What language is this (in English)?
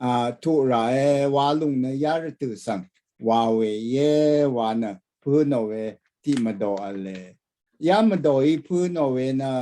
Rawang